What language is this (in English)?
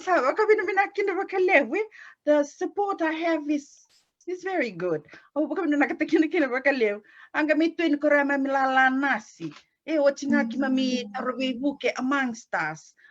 Fijian